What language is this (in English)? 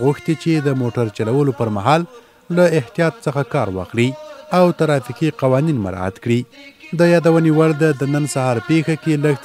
Pashto